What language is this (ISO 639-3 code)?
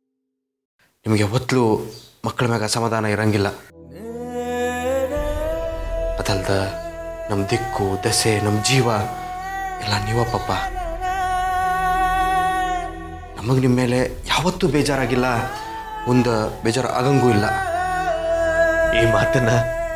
kan